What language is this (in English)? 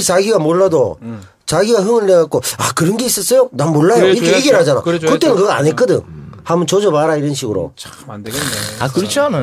Korean